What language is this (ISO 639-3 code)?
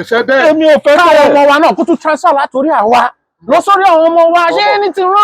yor